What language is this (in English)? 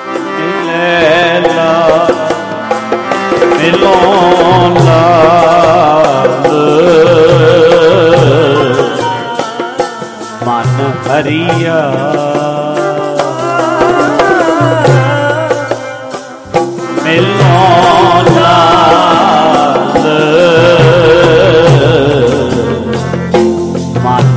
Punjabi